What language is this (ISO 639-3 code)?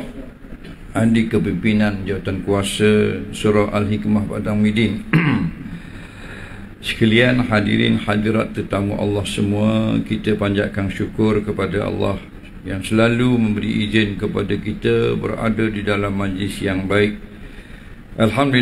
msa